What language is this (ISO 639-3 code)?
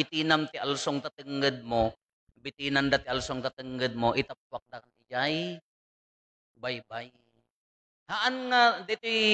ilo